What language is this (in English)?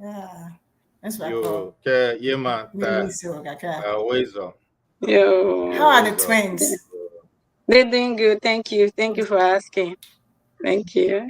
Ewe